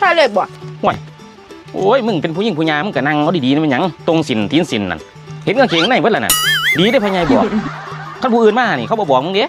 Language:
Northeastern Thai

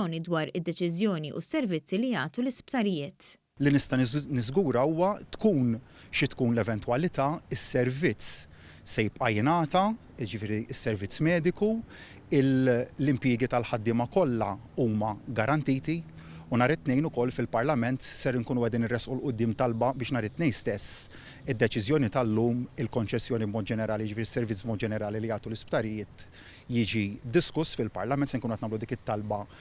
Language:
Maltese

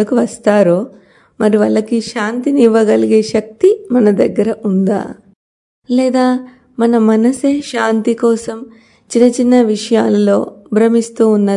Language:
Telugu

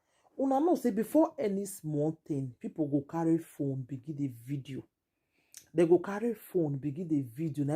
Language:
Nigerian Pidgin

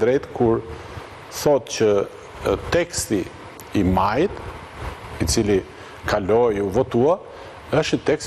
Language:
Albanian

